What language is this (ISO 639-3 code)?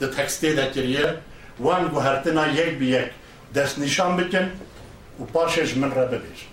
kur